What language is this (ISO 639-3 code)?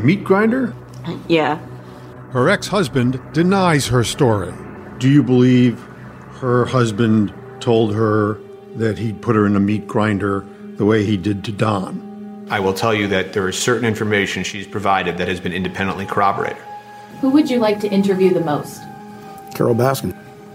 eng